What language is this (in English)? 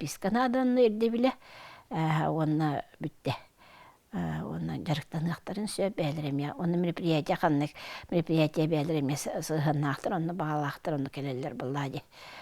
Yakut